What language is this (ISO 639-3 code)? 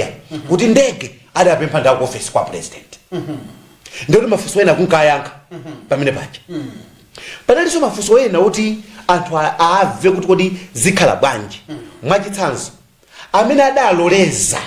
nya